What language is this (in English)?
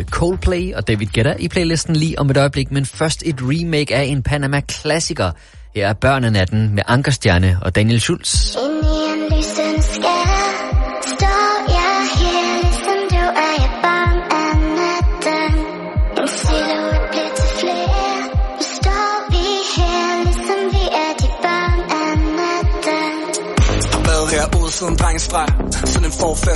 Danish